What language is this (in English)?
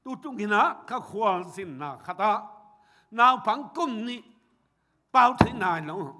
Tedim Chin